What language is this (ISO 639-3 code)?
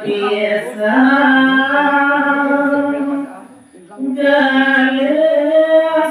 ban